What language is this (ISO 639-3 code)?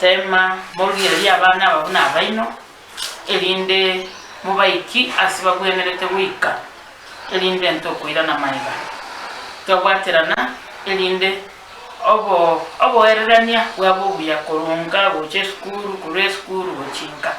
guz